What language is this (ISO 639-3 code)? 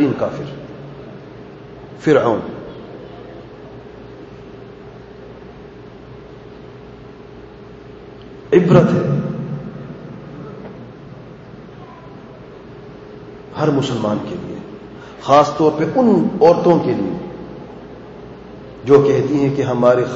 urd